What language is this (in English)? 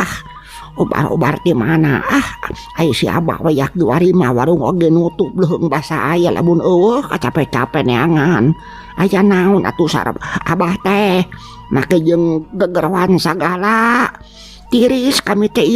Sundanese